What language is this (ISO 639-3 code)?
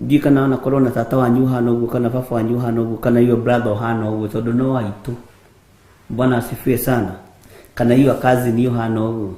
kik